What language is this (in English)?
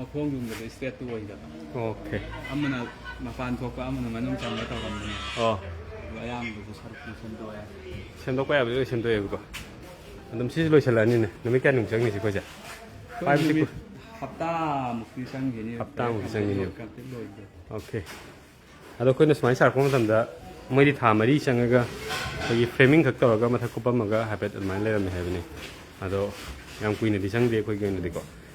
Manipuri